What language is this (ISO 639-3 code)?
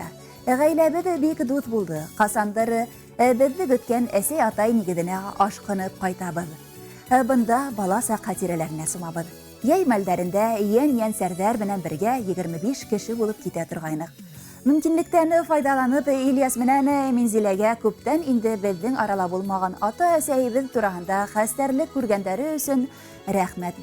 bak